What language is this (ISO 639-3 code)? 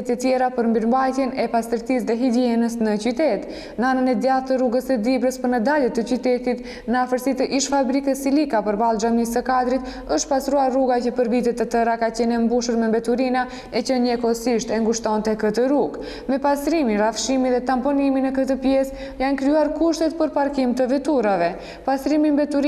sqi